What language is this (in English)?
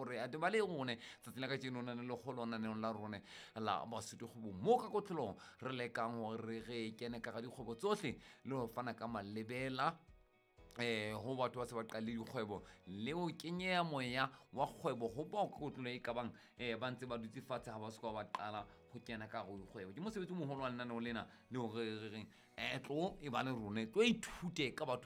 Southern Sotho